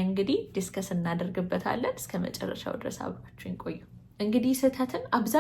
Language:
Amharic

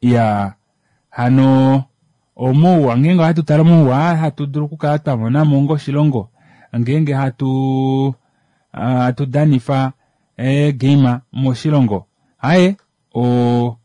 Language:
Kuanyama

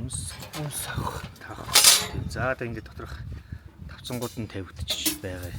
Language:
Mongolian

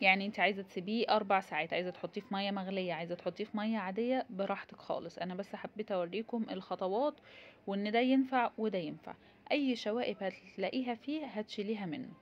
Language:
Egyptian Arabic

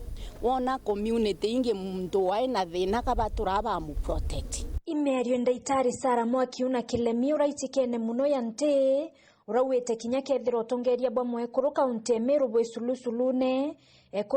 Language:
Meru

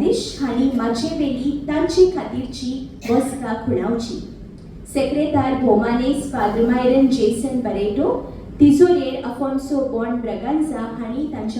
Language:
Konkani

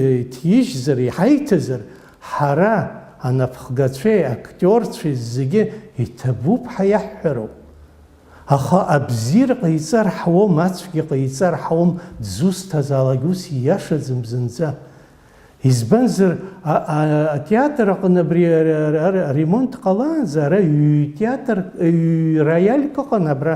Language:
Abkhazian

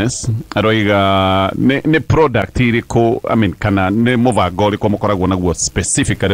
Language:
Kikuyu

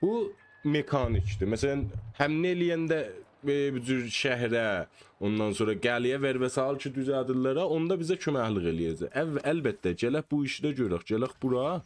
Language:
South Azerbaijani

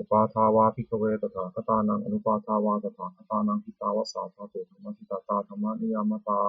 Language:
Pali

